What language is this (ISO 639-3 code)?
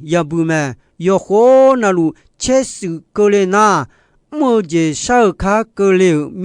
ahk